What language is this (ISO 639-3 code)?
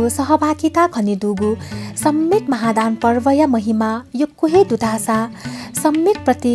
new